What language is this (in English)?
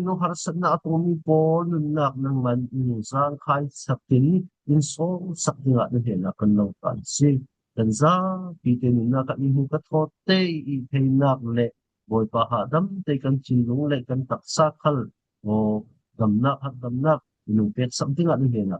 Falam Chin